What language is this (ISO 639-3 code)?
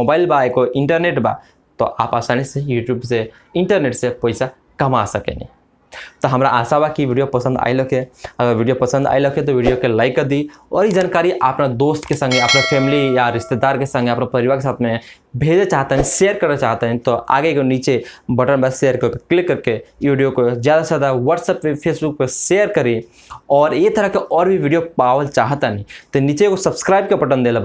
bho